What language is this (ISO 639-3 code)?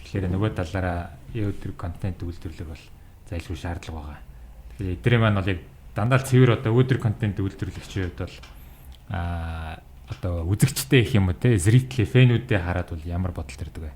mon